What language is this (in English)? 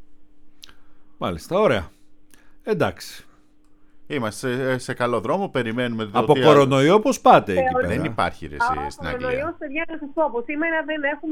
Greek